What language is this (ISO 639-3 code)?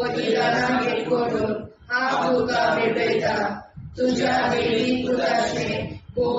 kok